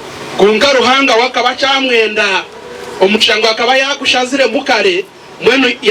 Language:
Nyankole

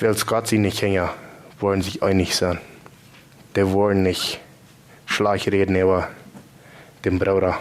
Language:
Plautdietsch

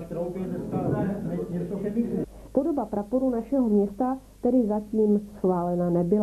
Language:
Czech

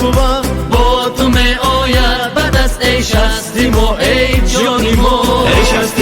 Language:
Tajik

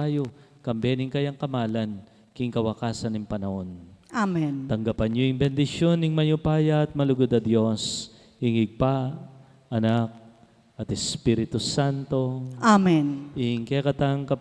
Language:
Pampanga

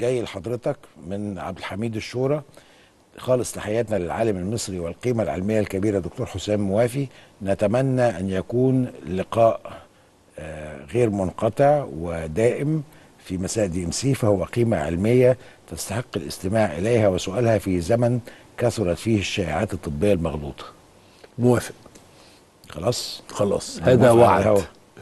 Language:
Egyptian Arabic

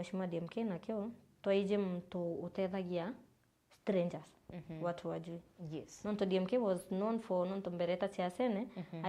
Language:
Meru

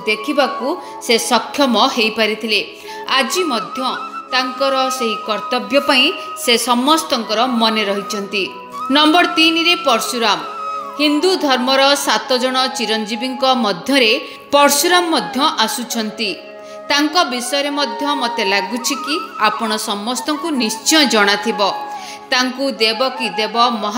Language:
Odia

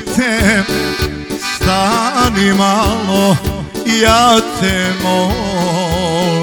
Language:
Croatian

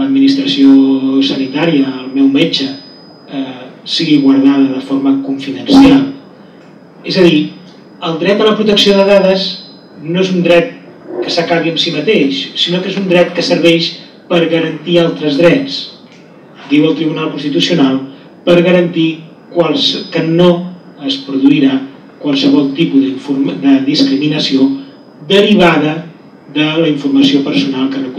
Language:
Catalan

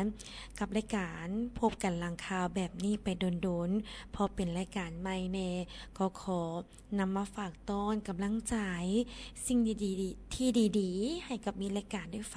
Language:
Lao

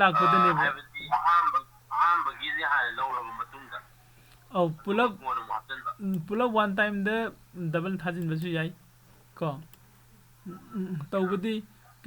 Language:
Manipuri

